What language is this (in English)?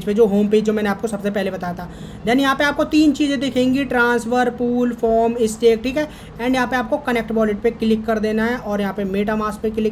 Hindi